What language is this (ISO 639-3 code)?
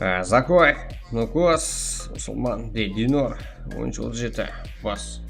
kaa